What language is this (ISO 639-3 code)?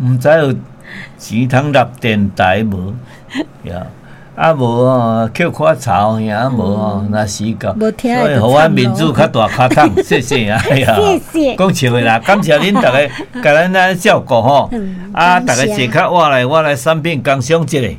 nan